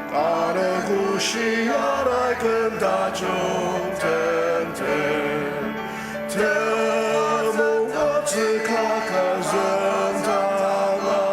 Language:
Ao Naga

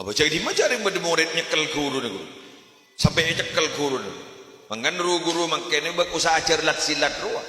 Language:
Madurese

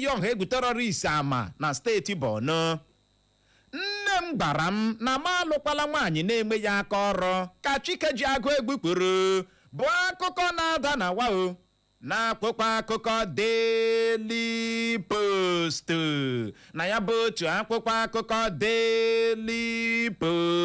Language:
Igbo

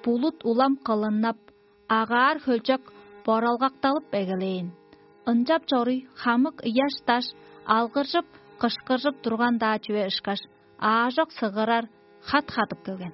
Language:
Tuvinian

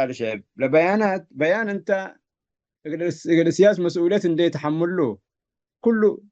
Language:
Tigre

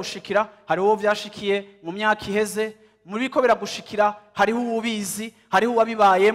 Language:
Rundi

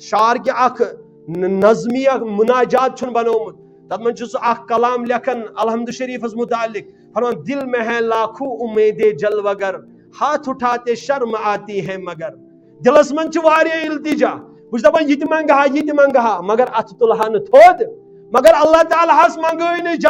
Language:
Kashmiri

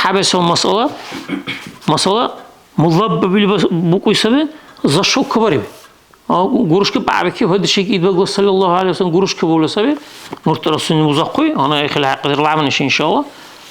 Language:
Dargwa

